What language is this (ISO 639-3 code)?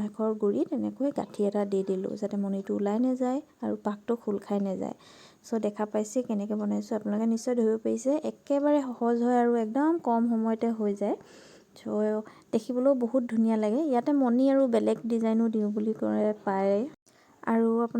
asm